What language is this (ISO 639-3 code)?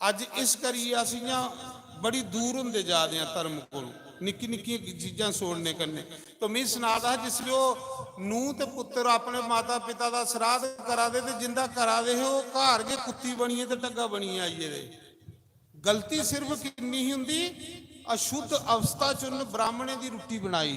doi